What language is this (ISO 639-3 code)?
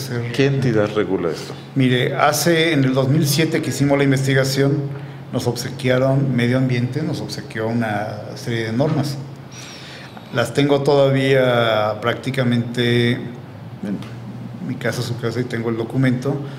spa